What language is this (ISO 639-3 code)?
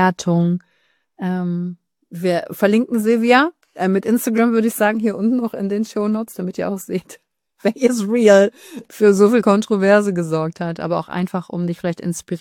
deu